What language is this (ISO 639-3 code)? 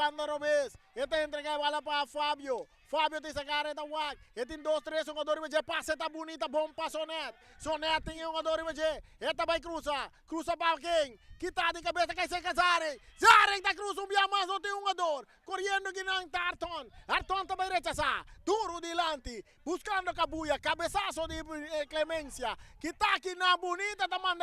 pap